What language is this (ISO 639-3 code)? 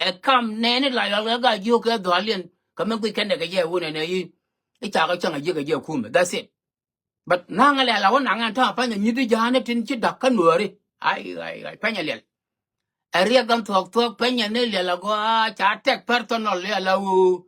nus